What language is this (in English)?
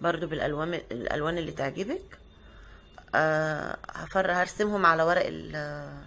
Egyptian Arabic